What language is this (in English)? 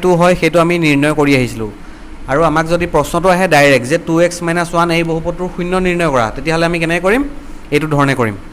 Assamese